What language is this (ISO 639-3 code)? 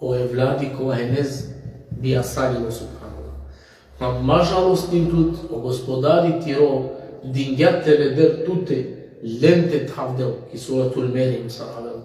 rmn